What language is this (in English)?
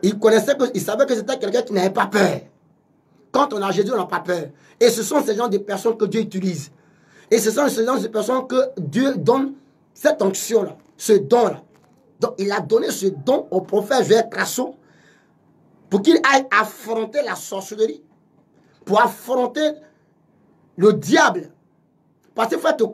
French